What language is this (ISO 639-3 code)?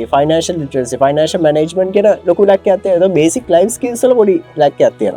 sin